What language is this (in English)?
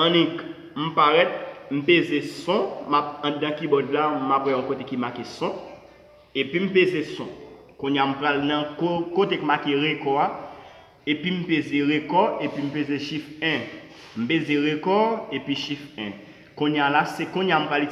Haitian Creole